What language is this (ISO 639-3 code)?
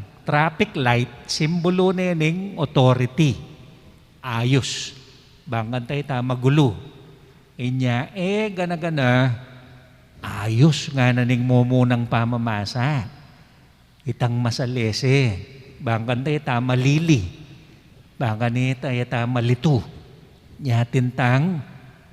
pam